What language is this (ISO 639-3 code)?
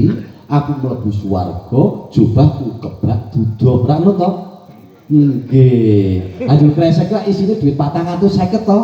jav